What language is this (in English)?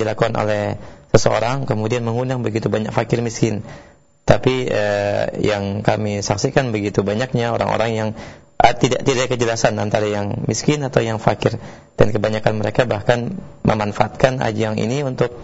Indonesian